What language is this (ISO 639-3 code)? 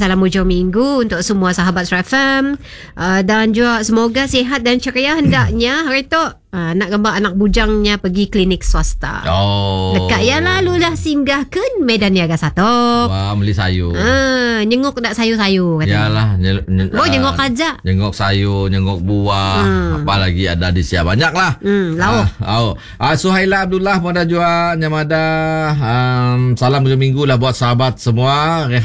msa